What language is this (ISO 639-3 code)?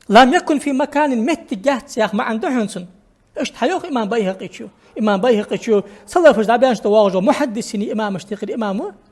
inh